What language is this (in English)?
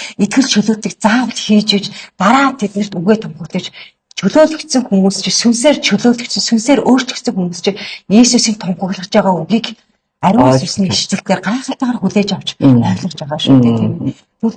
Mongolian